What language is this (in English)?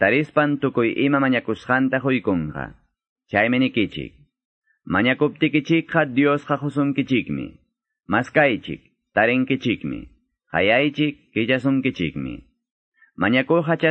Quechua